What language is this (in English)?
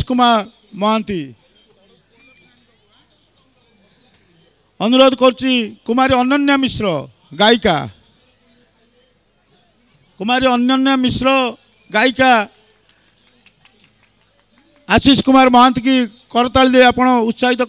Odia